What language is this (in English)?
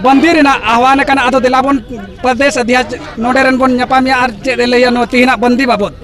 Santali